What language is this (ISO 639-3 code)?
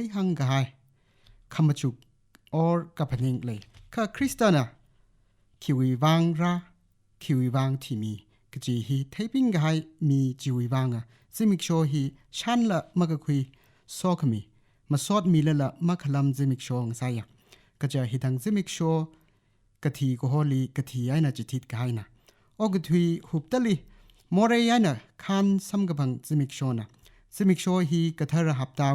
nmf